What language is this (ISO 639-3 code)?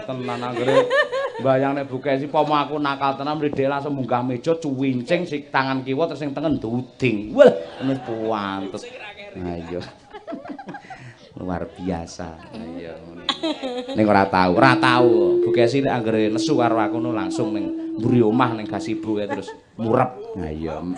jav